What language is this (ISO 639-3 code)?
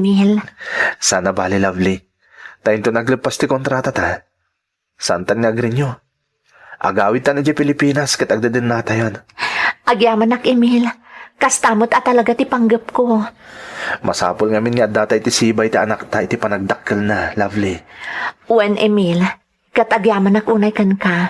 ilo